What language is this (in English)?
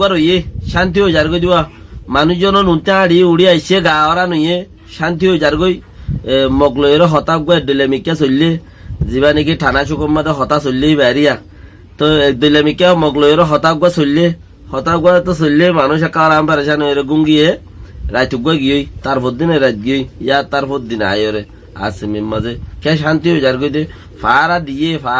Rohingya